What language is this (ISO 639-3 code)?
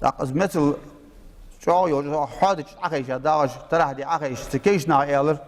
inh